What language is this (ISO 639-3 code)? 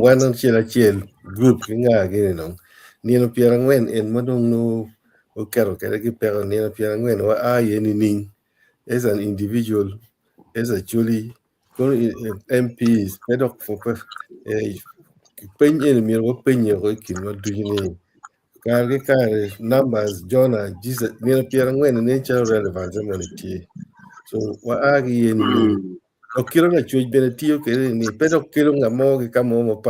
ach